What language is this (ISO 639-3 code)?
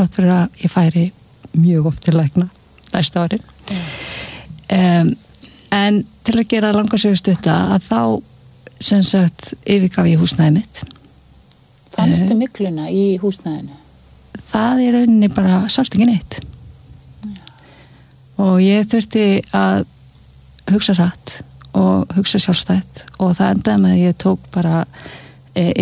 isl